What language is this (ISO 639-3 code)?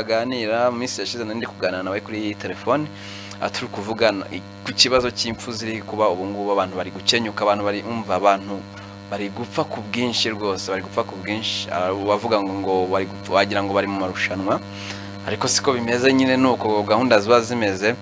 kin